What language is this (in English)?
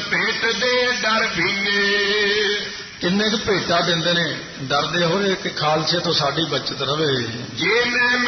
Punjabi